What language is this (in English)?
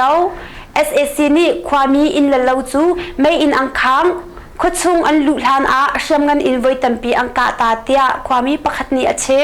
Hakha Chin